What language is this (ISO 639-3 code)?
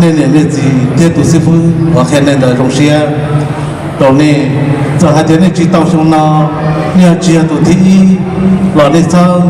hmn